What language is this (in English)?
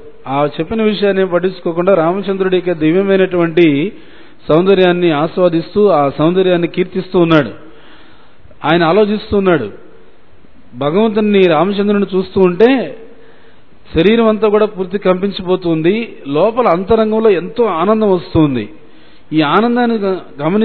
Telugu